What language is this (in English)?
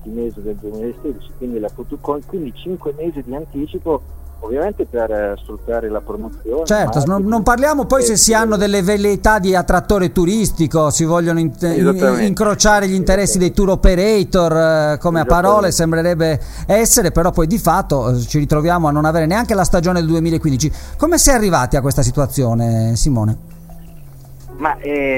Italian